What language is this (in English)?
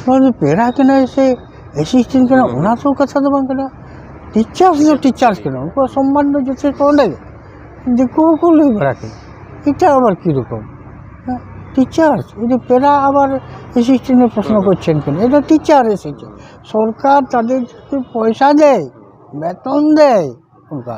Santali